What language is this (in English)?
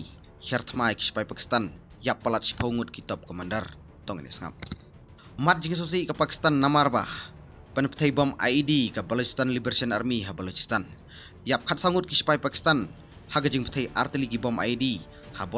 Khasi